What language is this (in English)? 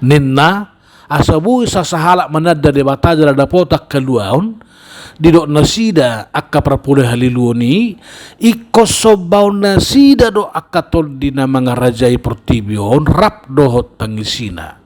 Batak Toba